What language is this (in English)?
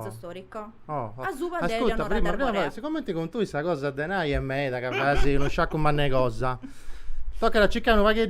Sardinian